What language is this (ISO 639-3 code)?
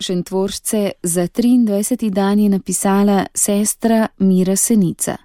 slv